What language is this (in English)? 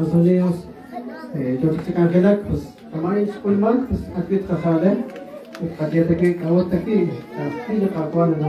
Kekchí